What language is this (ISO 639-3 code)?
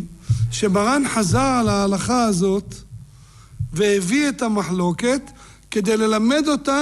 heb